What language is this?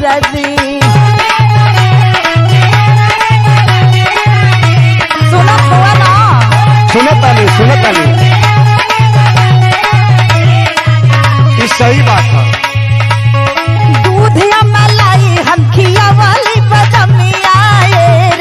Bhojpuri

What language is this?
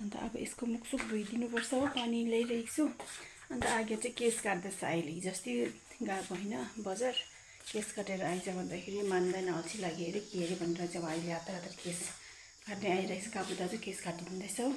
Nepali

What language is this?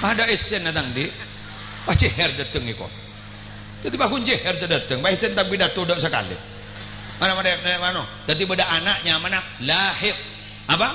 Madurese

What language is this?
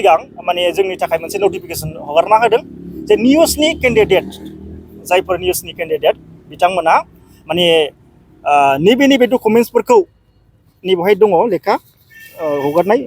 Bodo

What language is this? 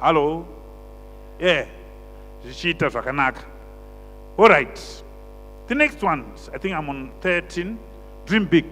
Shona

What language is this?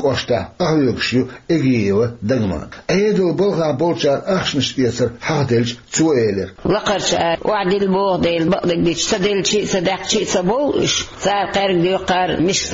Chechen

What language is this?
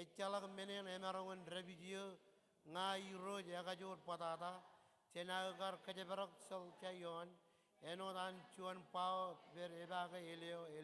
Marshallese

